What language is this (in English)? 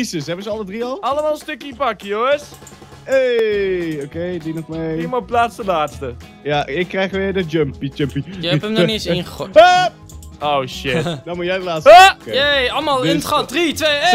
Dutch